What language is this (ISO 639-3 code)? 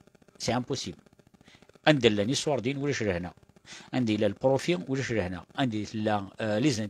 kab